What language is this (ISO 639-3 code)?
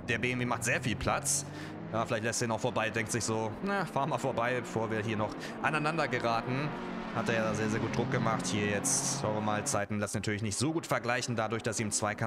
deu